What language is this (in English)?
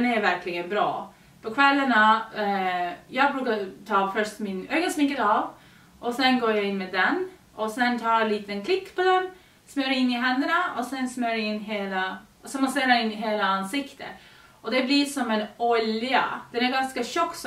Swedish